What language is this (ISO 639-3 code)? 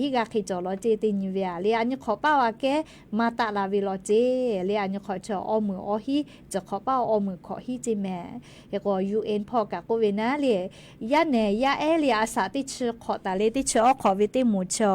lhu